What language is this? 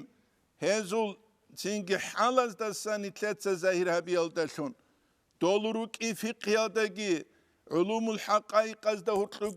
Avaric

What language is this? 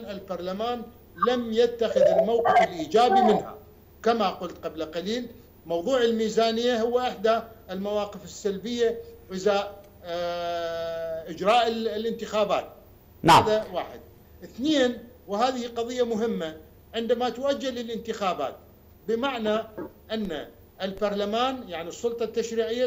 Arabic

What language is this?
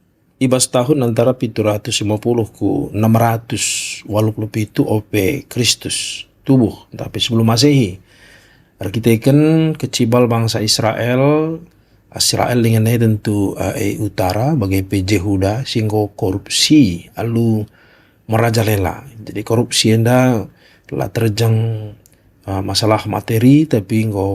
Batak Karo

